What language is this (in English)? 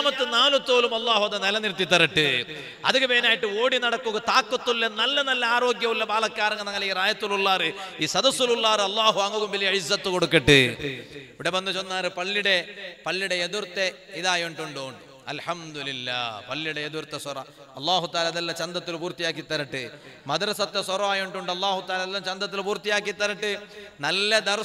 Malayalam